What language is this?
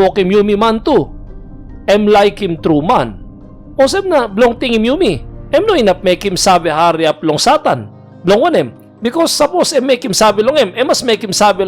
Tok Pisin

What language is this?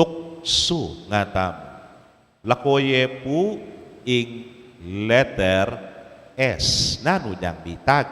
Pampanga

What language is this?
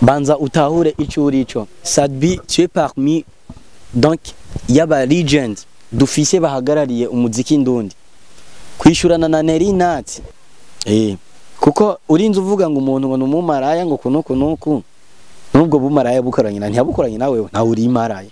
Rundi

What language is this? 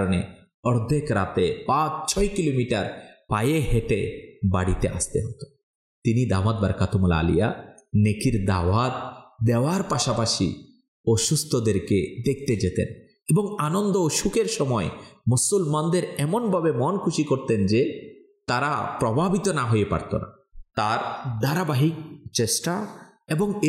Bangla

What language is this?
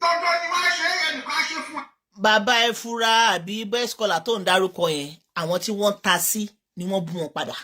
Yoruba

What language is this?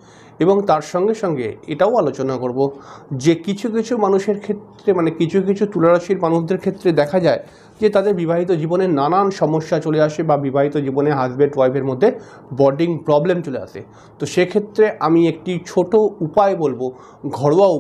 Bangla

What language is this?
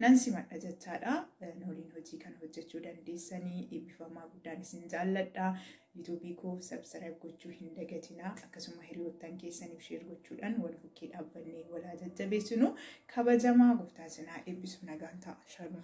Oromo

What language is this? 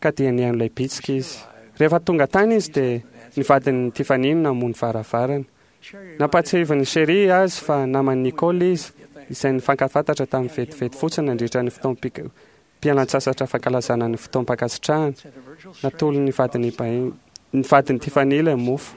Malagasy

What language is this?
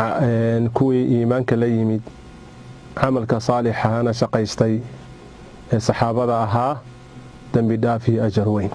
Somali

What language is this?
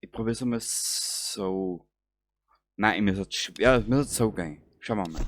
Bavarian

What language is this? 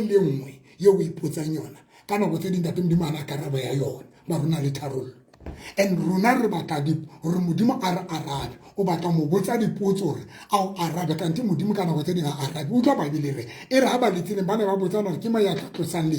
Southern Sotho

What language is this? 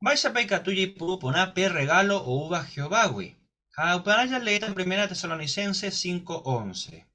Guarani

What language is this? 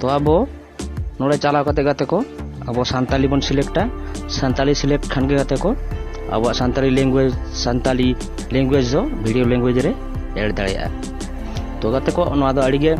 Santali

